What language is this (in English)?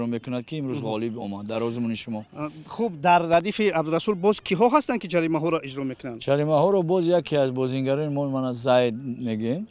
Tajik